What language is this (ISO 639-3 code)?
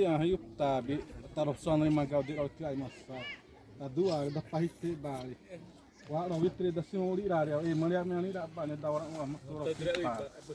xav